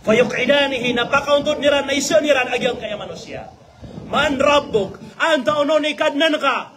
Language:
Maranao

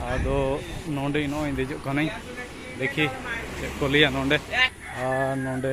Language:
Santali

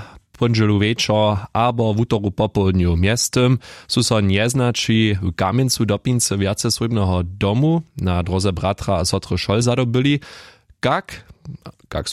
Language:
Upper Sorbian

